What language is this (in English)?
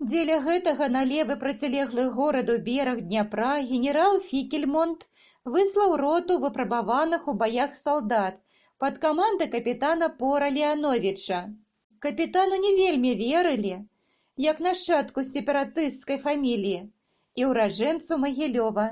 Belarusian